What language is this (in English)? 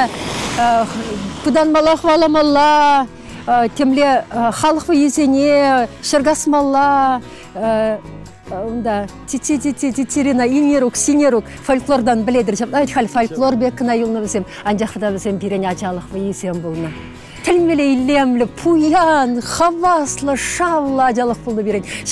Chuvash